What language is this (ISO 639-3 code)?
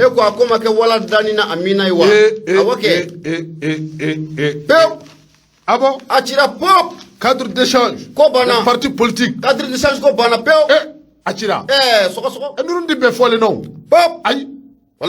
bam